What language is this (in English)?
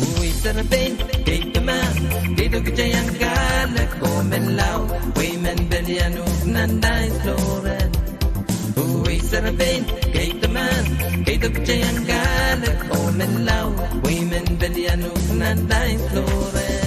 Pohnpeian